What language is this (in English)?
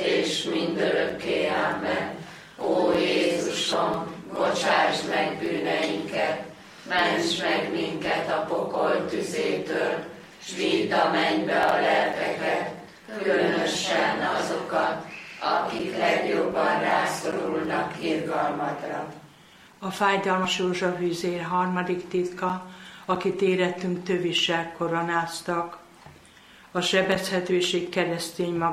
Hungarian